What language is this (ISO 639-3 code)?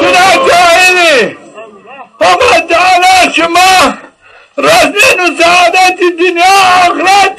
zza